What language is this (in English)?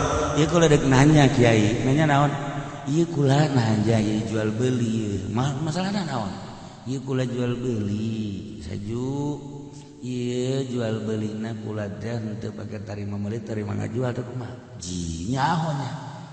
Sundanese